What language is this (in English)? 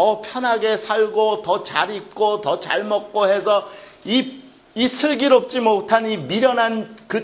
Korean